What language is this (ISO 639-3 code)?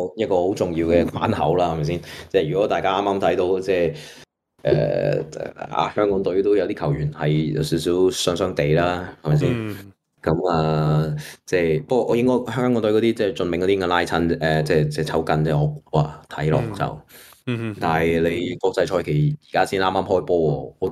yue